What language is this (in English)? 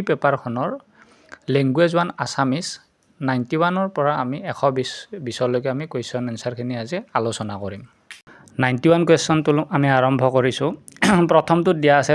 Assamese